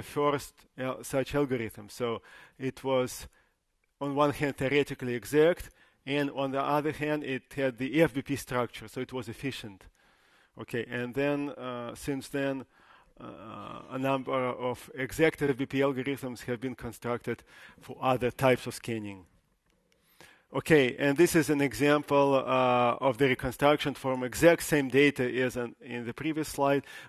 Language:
English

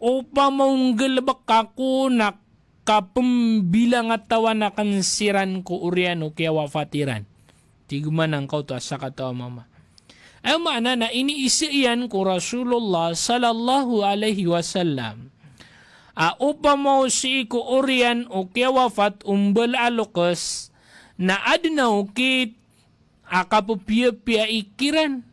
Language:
Maranao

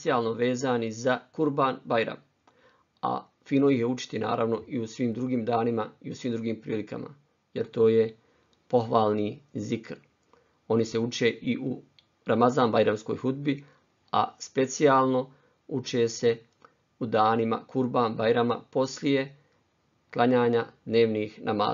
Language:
Bosnian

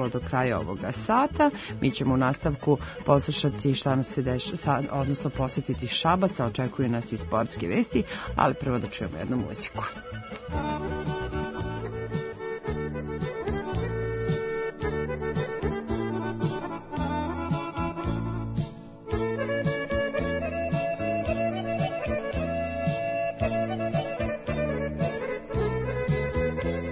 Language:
Serbian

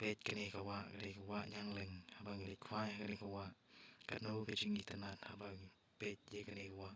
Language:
Khasi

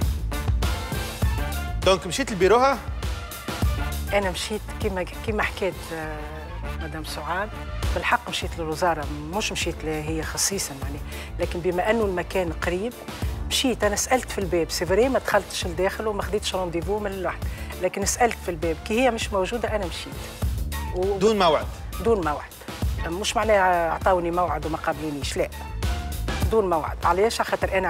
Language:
Tunisian Arabic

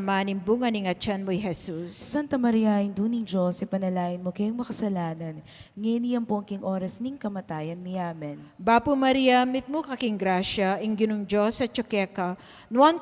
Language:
Pampanga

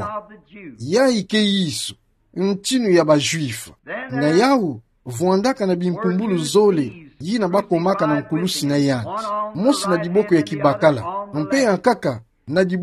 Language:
Kituba (Democratic Republic of Congo)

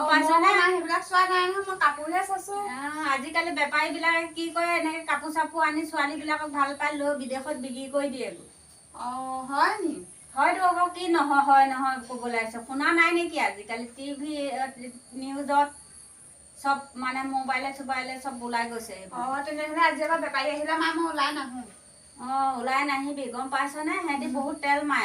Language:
Assamese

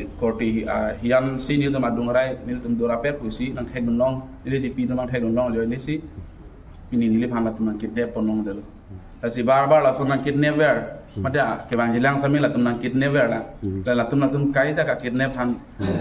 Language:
Karbi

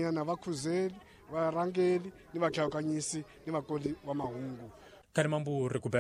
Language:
Tsonga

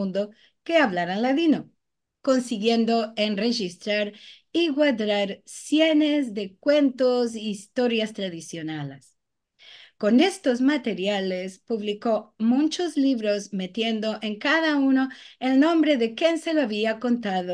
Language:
Ladino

